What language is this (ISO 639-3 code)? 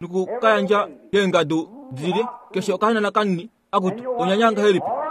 kua